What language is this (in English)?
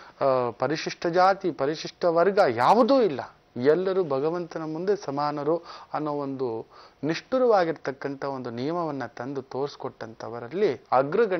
Kannada